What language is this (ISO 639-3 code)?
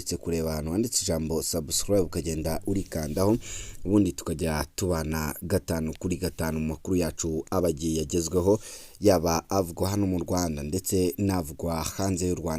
kin